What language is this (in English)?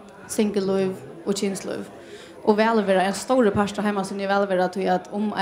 Faroese